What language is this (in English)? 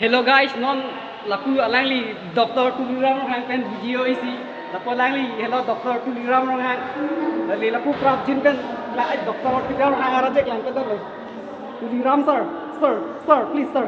Karbi